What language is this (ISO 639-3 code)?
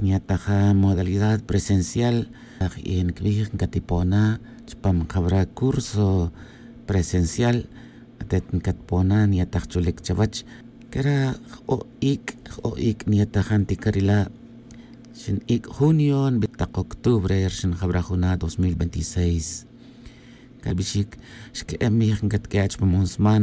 tzj